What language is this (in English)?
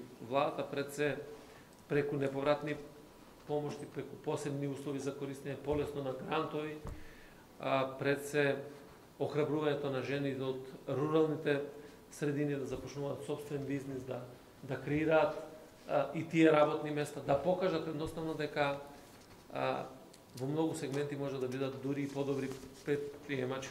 Macedonian